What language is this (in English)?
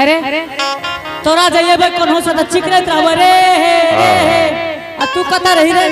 Angika